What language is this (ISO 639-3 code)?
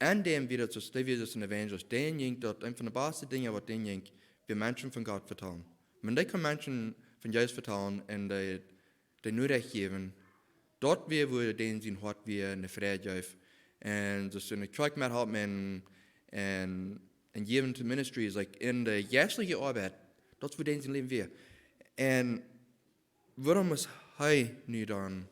pdt